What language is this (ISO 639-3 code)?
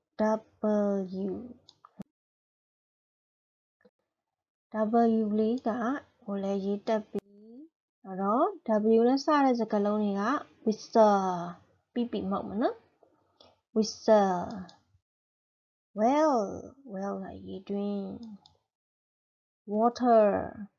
mya